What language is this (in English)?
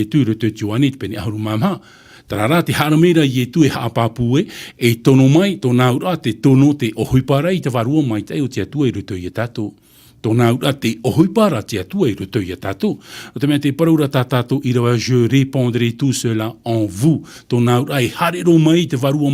Tahitian